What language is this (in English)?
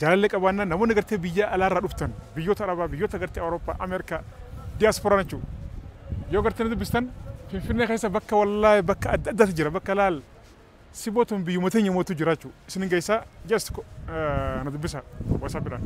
Oromo